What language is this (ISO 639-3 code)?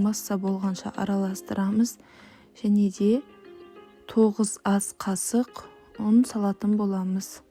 kaz